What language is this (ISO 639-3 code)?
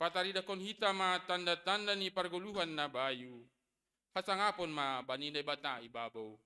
bts